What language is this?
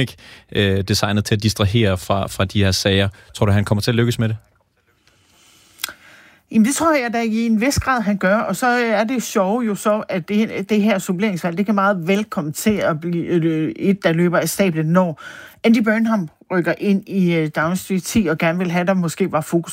Danish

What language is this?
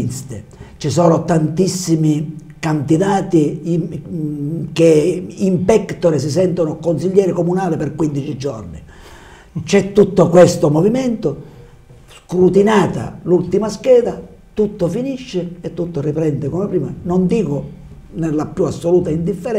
Italian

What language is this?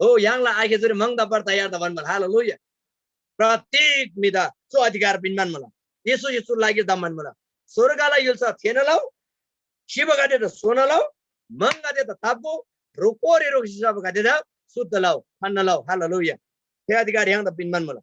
Eastern Tamang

